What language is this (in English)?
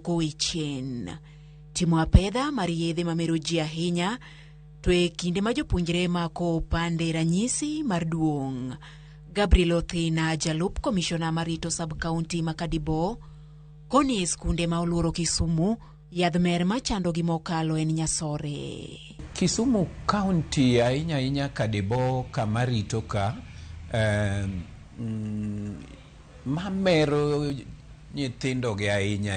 Luo (Kenya and Tanzania)